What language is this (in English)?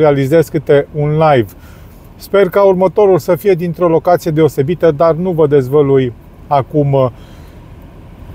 Romanian